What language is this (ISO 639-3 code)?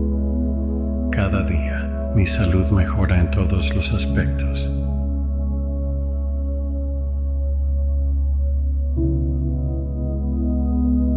spa